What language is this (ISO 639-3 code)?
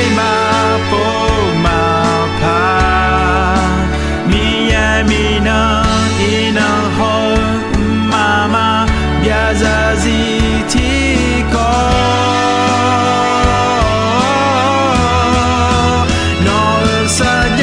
ahk